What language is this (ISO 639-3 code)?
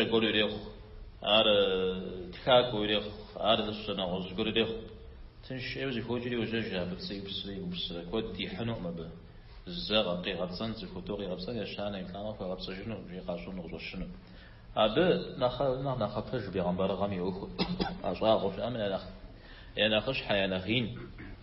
kbd